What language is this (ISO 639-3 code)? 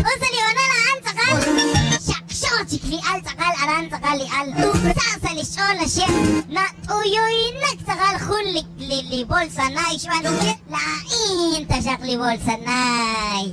kek